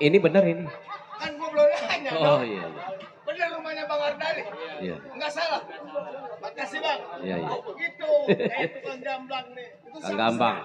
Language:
Betawi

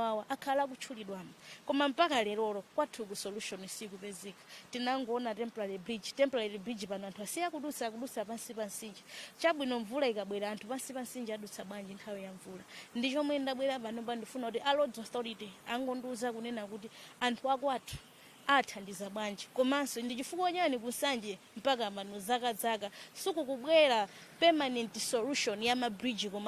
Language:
Nyanja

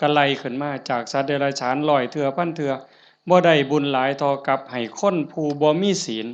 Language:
Northeastern Thai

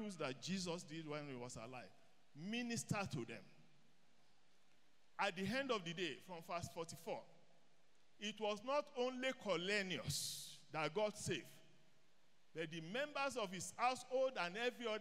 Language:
English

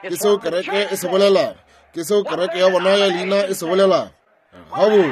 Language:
Northern Sotho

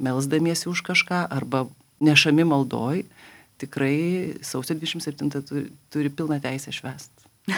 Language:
Lithuanian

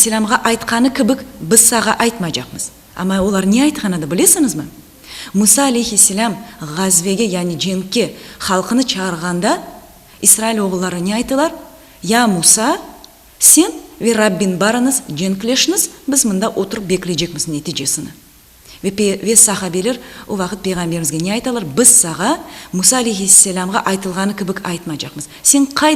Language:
Crimean Tatar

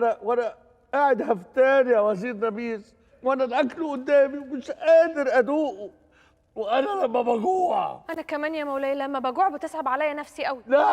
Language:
Egyptian Arabic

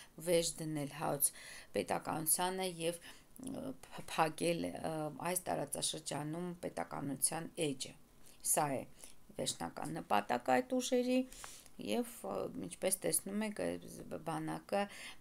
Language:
Armenian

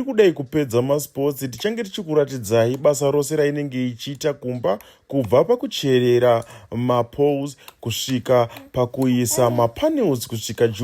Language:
Shona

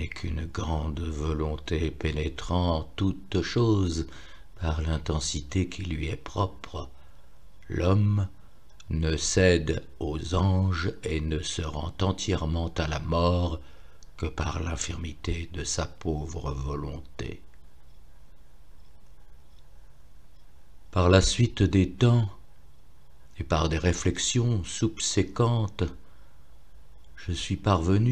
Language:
French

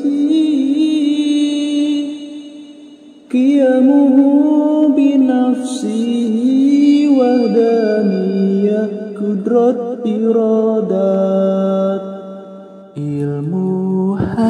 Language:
Malay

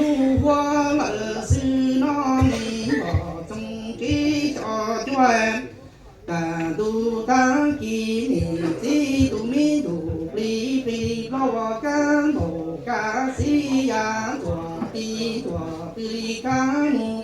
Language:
Hmong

